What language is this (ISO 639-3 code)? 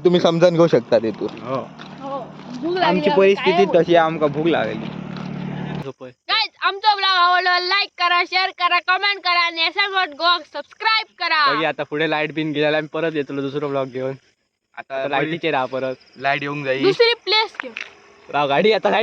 kok